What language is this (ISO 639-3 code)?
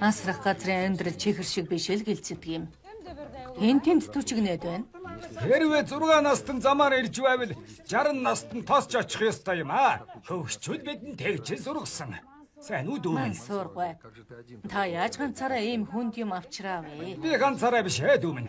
mon